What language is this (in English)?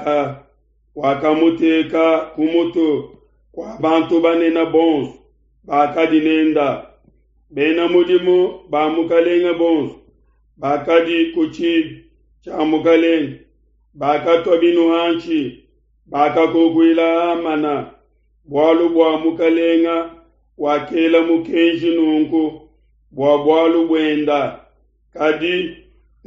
Luba-Lulua